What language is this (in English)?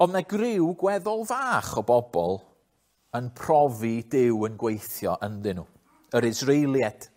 Welsh